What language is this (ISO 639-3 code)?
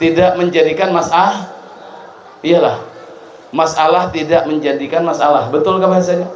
bjn